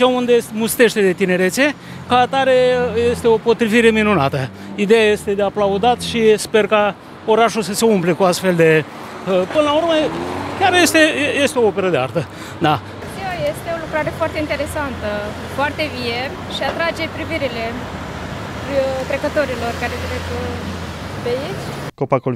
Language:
Romanian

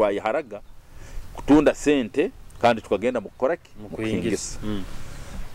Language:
Nyoro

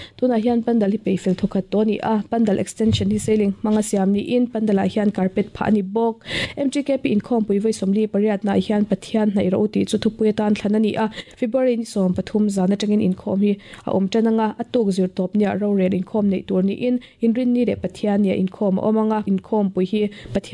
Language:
Mizo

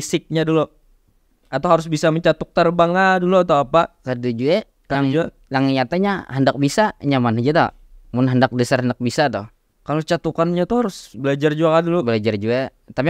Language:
Banjar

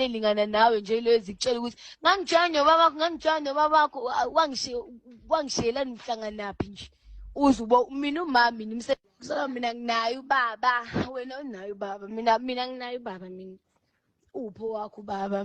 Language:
Zulu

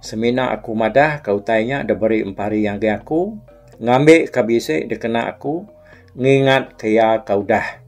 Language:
Iban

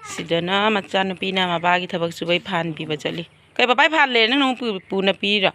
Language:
Manipuri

